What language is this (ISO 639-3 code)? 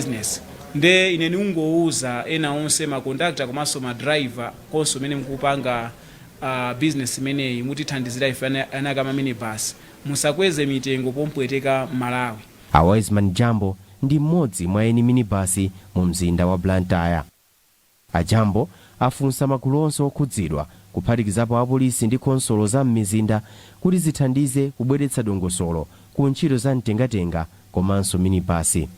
nya